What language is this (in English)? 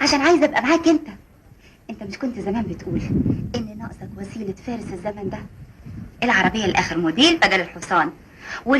Egyptian Arabic